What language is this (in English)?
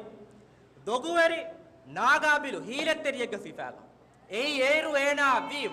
Divehi